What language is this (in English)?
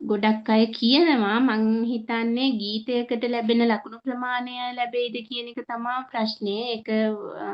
Sinhala